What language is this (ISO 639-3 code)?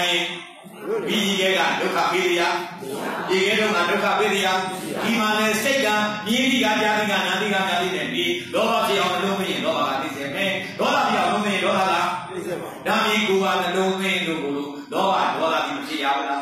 mya